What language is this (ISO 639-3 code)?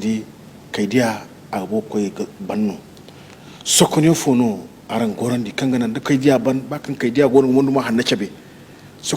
dje